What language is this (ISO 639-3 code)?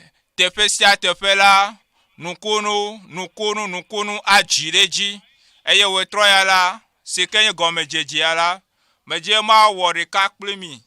ewe